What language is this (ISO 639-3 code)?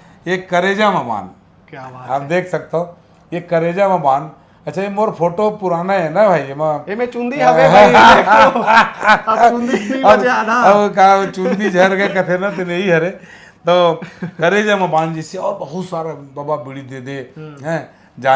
hne